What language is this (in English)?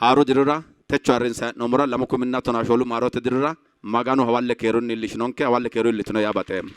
Sidamo